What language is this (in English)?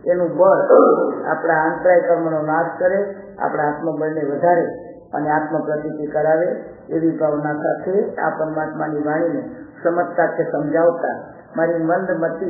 Gujarati